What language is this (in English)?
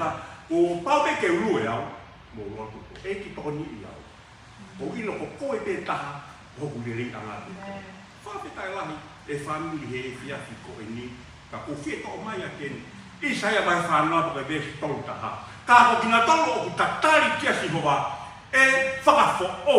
Tongan